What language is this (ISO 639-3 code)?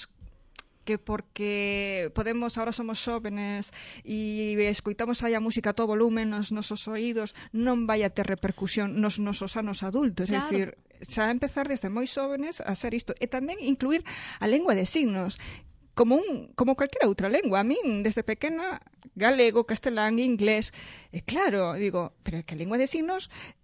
glg